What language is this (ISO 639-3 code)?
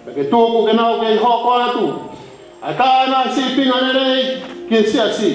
ton